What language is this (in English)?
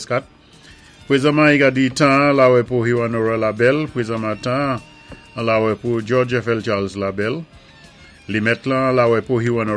Saint Lucian Creole French